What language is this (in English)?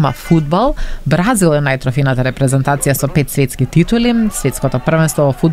Macedonian